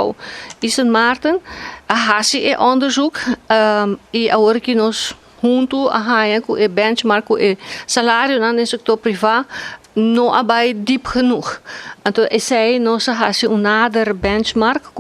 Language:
Papiamento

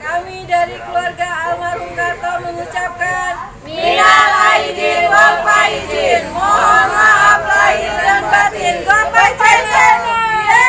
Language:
Betawi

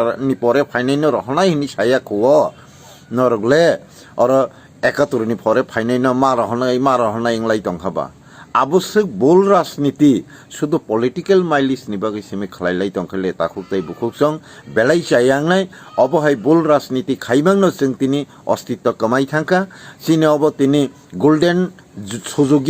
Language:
Kok Borok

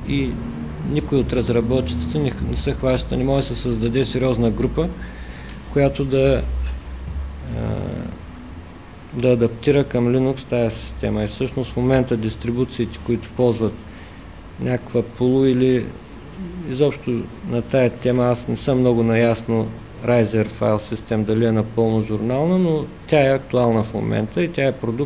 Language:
Bulgarian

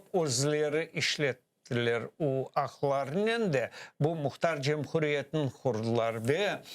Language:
Crimean Tatar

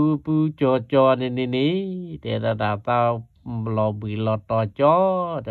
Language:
S'gaw Karen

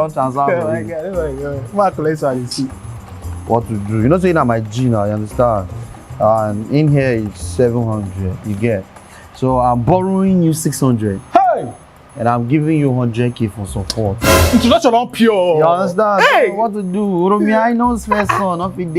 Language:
Nigerian Pidgin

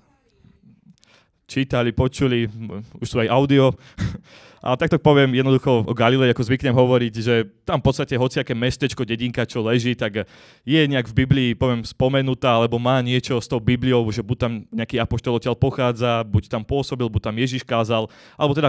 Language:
Slovak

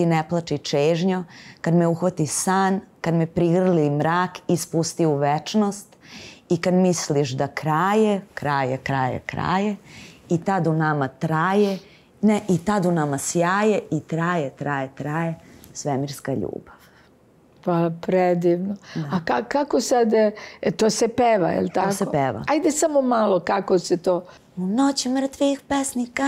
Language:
Serbian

